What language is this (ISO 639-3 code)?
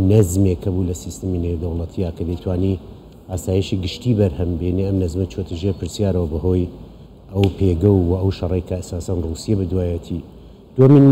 ckb